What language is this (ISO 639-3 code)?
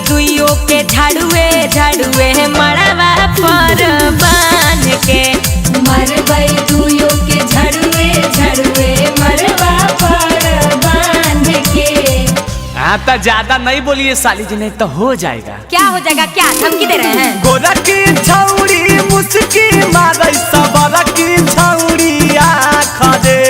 mag